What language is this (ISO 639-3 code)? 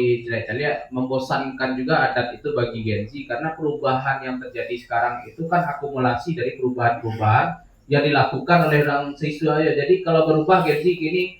min